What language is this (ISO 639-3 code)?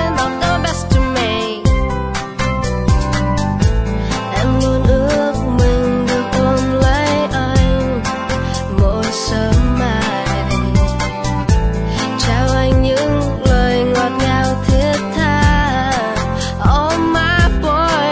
vie